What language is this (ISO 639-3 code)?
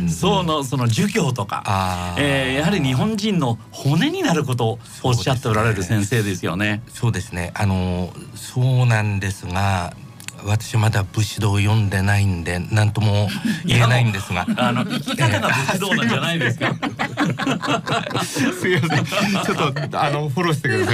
jpn